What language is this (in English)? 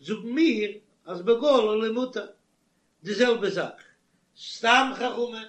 Yiddish